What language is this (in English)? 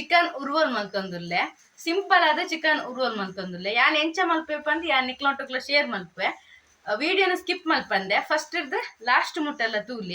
Tulu